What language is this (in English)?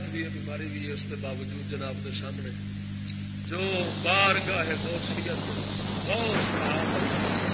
Saraiki